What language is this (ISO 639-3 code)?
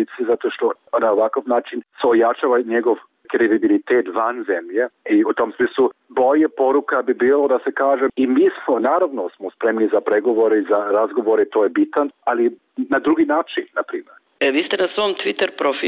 bos